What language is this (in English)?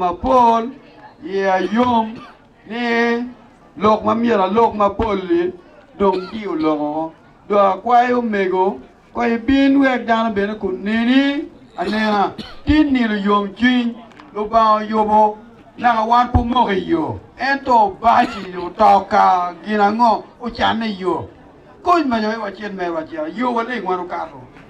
Acoli